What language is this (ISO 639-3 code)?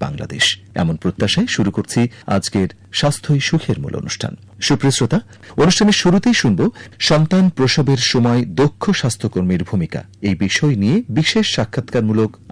ben